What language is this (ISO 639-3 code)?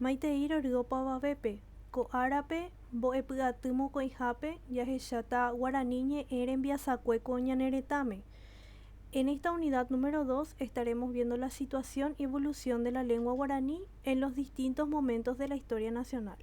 grn